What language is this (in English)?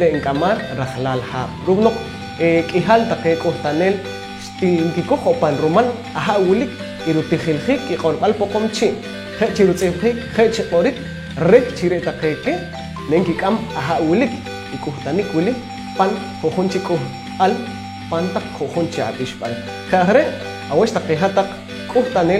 Poqomchi'